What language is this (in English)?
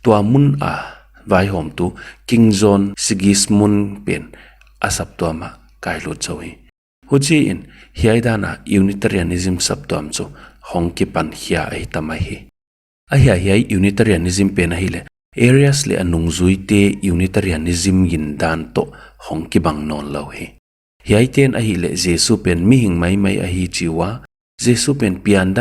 Paite Chin